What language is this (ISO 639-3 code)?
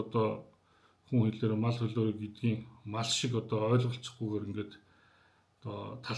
mon